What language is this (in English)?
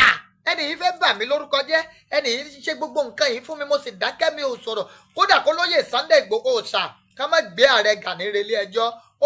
Yoruba